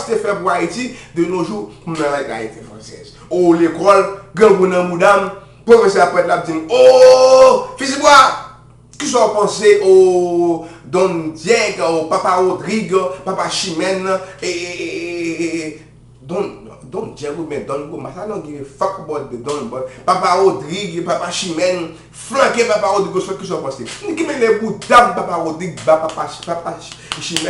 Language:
Haitian Creole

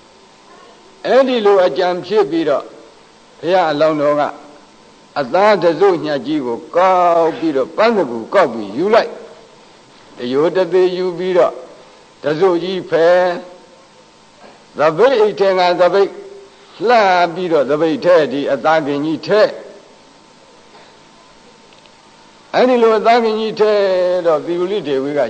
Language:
Burmese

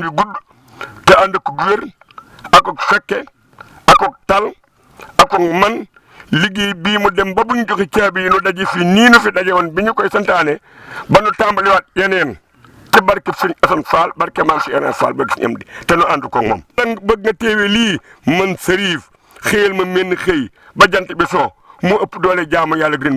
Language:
Wolof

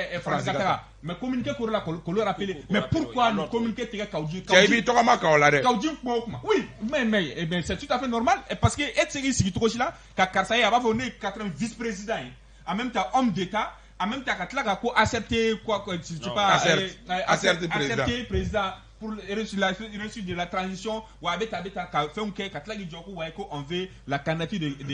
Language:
Bambara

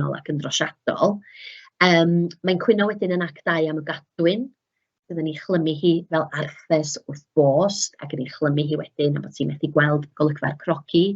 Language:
Welsh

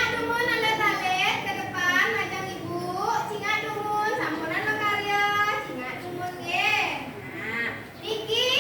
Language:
Balinese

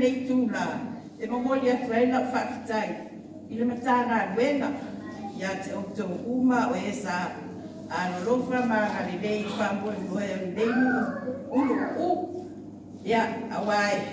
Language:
Samoan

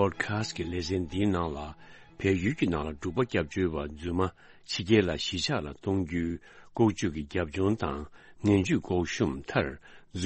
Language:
Tibetan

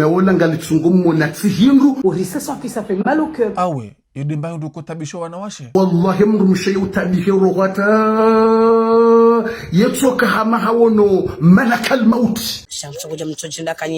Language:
Ngazidja Comorian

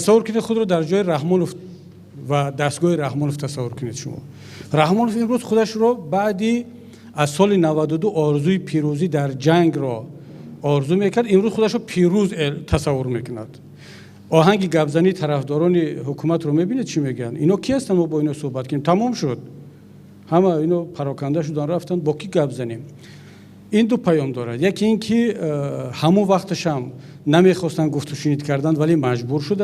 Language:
Tajik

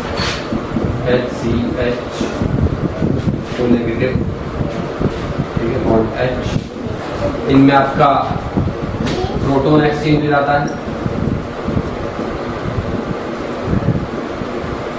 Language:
Hindi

